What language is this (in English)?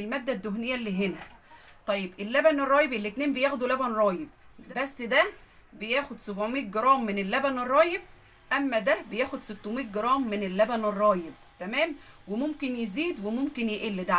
Egyptian Arabic